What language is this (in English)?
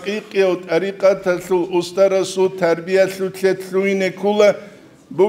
Avaric